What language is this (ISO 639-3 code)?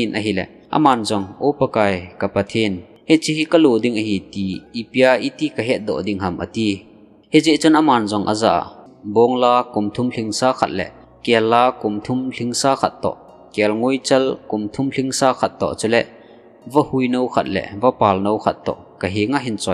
tcz